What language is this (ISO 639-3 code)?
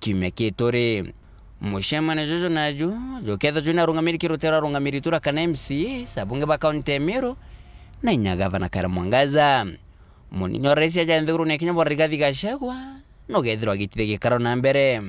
mer